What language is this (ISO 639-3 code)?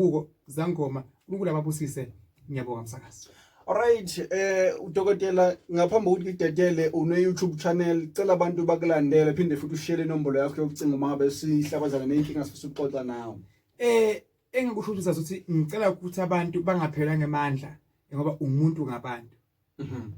zul